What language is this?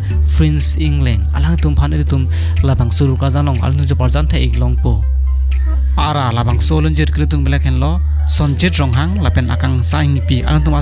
Karbi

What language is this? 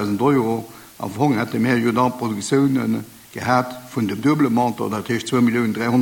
Luxembourgish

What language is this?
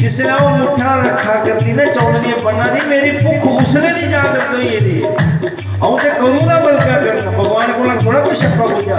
Dogri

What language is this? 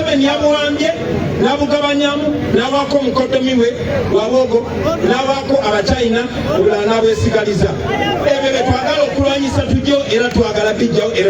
Ganda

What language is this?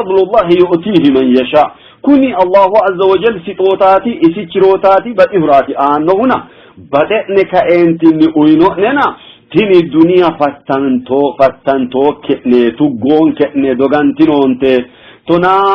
Sidamo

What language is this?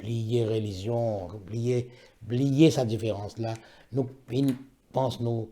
Morisyen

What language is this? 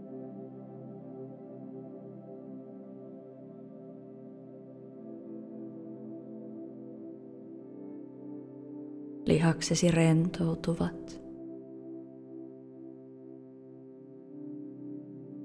Finnish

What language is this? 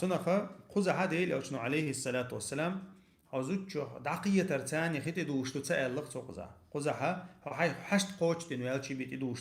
Chechen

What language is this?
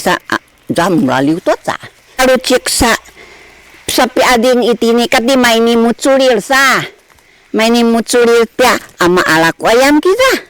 Sakizaya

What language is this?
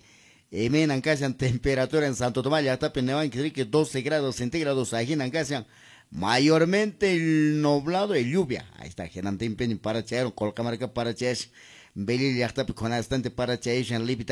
Quechua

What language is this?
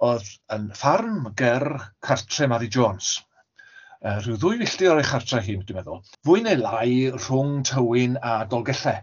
Welsh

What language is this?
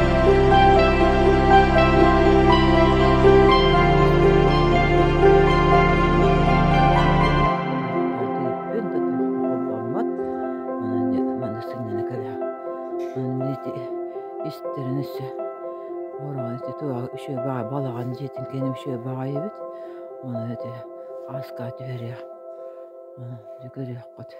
Yakut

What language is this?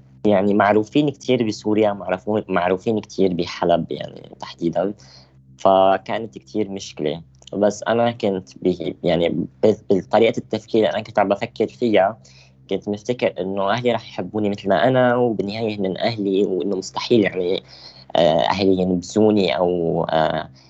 North Levantine Arabic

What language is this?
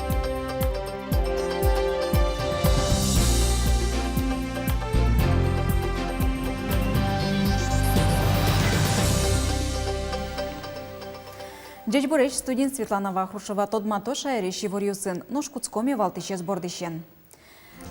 Udmurt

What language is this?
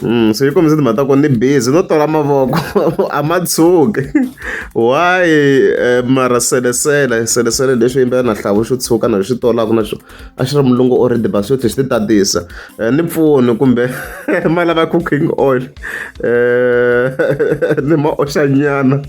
Tsonga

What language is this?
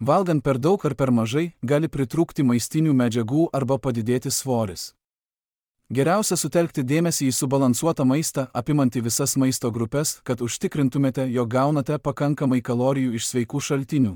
Lithuanian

